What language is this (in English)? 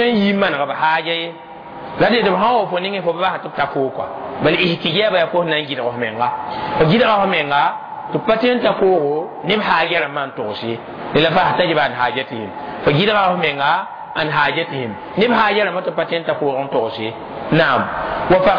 Mossi